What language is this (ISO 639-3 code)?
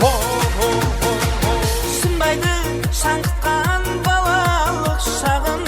kaa